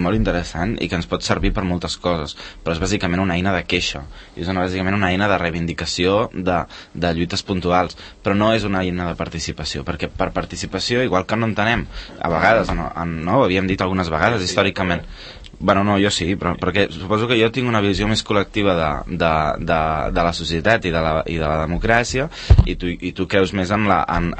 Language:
Catalan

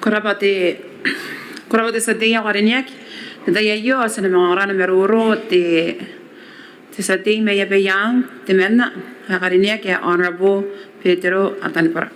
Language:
Gilbertese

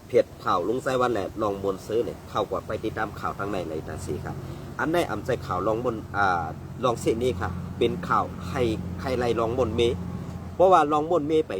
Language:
Shan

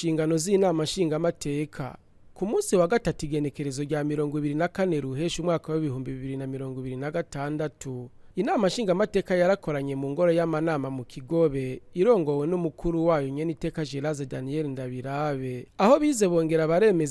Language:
Rundi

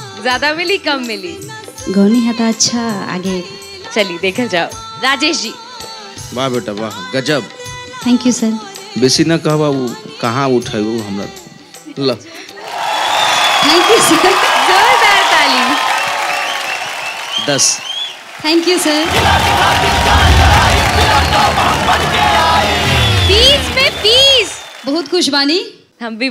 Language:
Bhojpuri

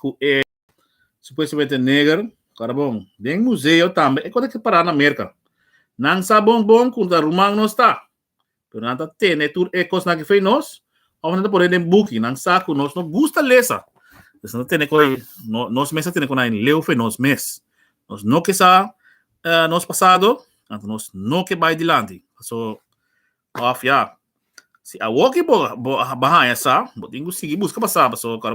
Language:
Papiamento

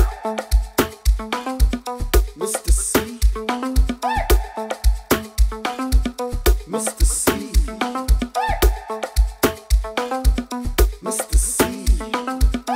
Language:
Afrikaans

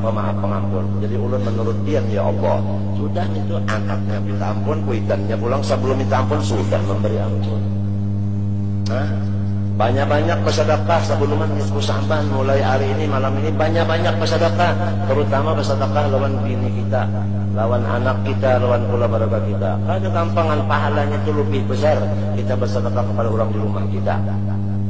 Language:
Banjar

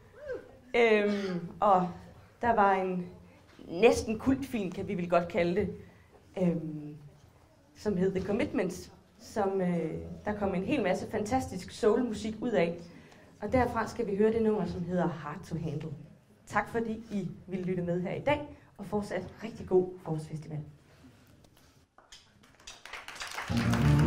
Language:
Danish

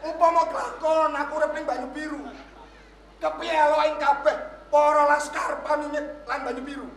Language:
Javanese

